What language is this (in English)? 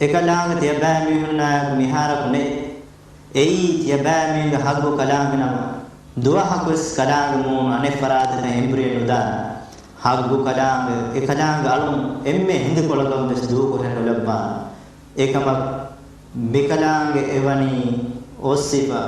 Divehi